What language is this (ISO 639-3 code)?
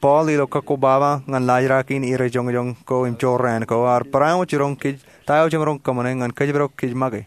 mah